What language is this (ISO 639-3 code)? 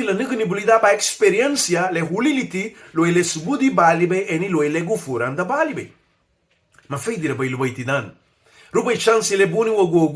cab